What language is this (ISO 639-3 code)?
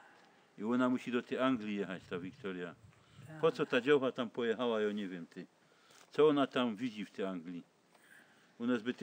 szl